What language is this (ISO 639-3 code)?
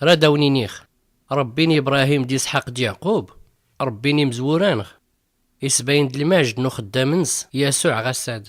shi